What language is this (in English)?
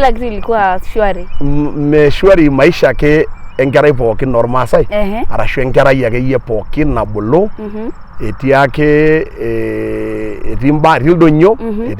Masai